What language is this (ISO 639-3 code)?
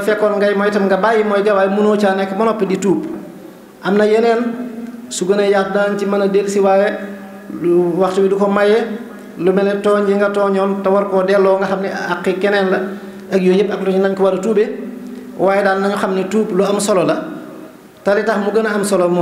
wol